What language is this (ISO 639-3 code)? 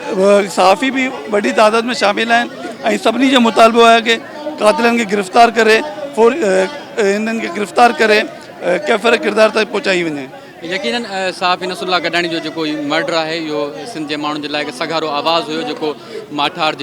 snd